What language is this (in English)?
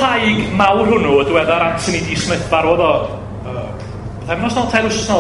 Welsh